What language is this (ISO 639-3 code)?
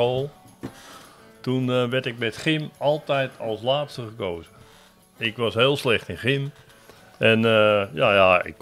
nld